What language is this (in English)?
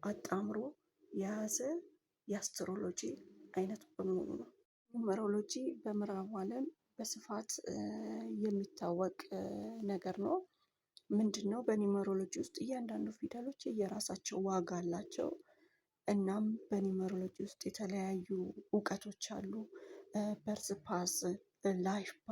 Amharic